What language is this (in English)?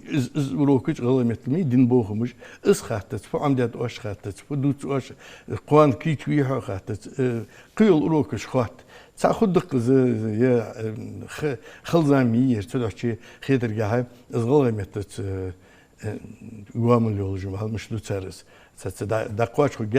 Ingush